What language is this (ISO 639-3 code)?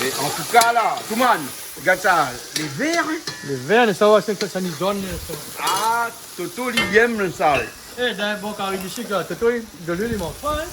rcf